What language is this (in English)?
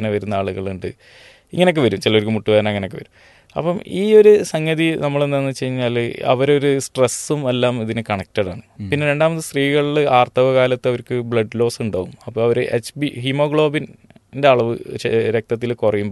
Malayalam